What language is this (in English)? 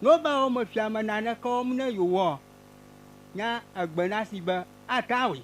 Ewe